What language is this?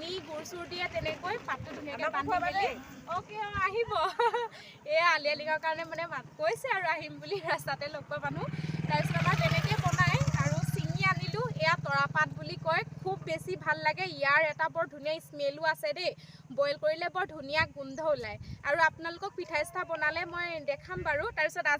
Assamese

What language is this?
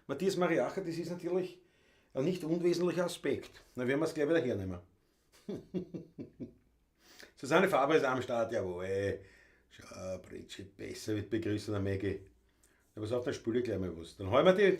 Bavarian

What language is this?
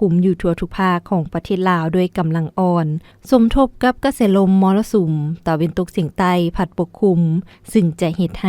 Lao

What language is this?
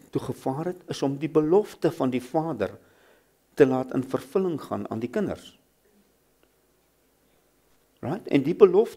Afrikaans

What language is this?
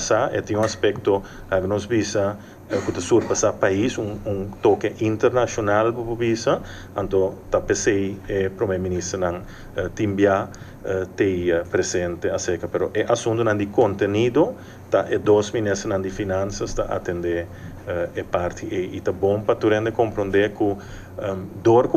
Papiamento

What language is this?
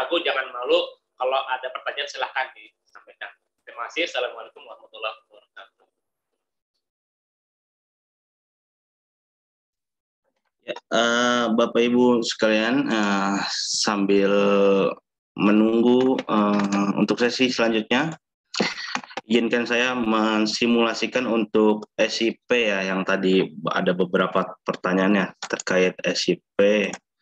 Indonesian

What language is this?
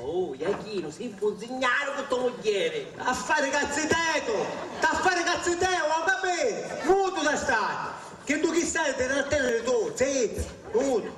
Sicilian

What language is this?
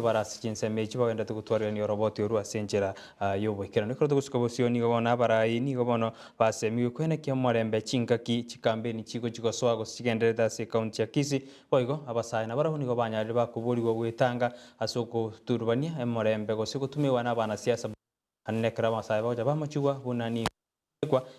Gusii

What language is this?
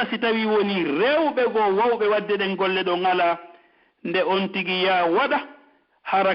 Pular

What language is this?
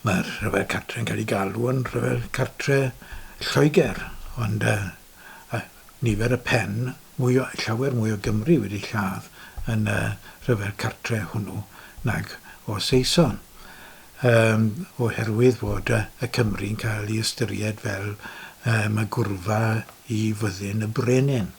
Welsh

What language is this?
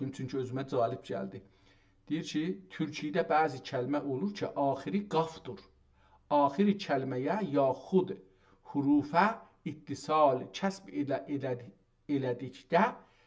South Azerbaijani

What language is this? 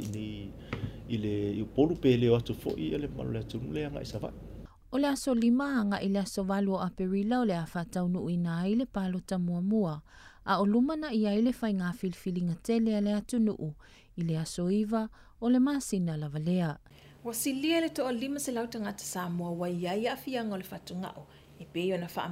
Samoan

